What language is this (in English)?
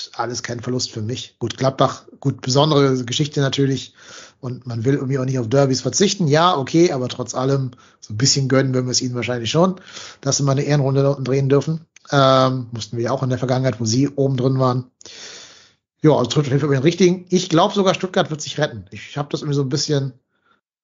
German